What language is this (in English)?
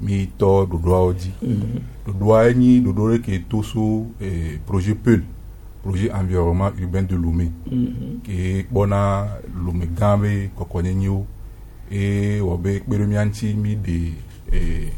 Gen